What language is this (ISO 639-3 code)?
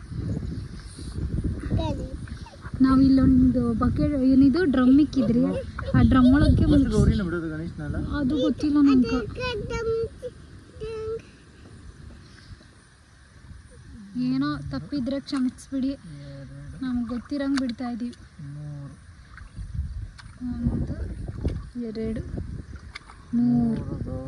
kan